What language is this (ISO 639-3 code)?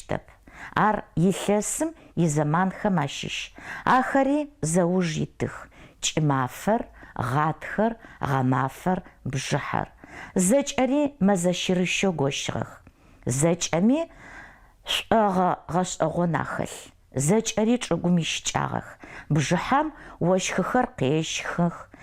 ady